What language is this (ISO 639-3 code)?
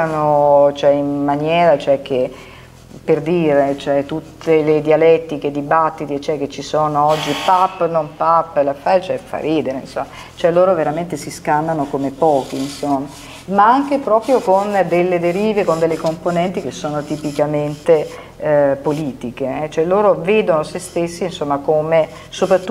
ita